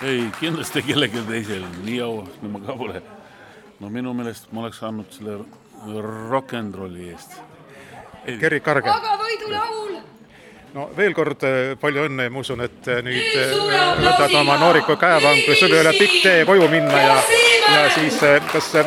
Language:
Estonian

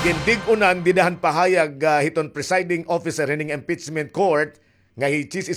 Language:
Waray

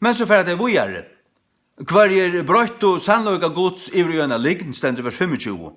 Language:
Faroese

